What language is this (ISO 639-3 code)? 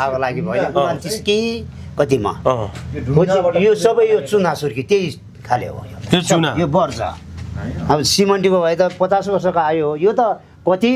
nep